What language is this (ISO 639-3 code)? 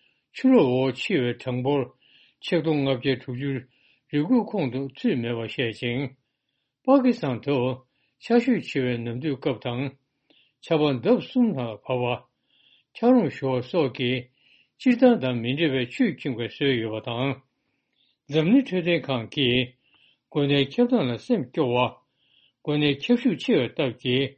bod